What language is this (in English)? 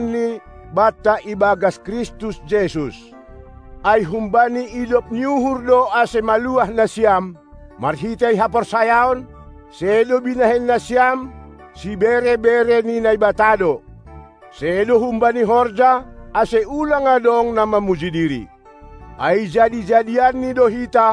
Batak Simalungun